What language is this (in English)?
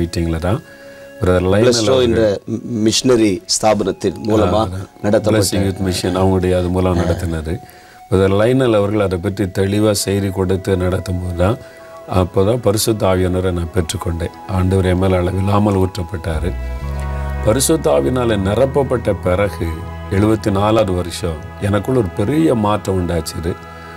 Tamil